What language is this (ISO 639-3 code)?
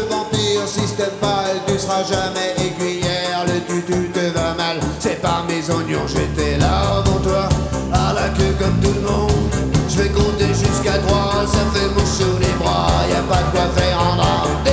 fra